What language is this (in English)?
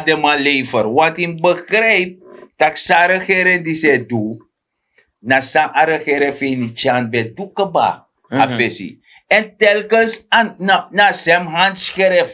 Sranan Tongo